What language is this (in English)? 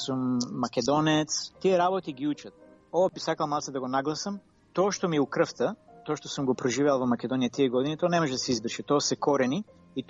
Macedonian